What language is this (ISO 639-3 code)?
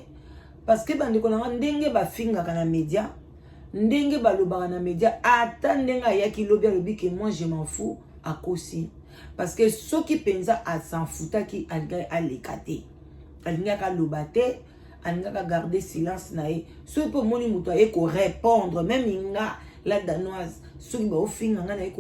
lin